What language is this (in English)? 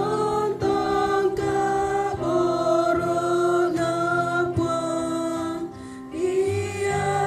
Toraja-Sa'dan